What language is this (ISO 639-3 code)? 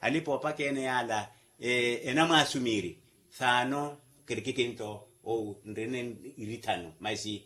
vmw